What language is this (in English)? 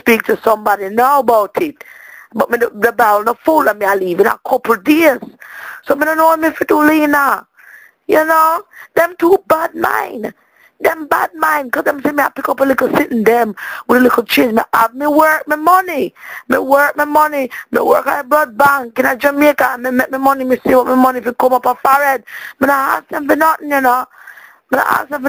Jamaican Creole English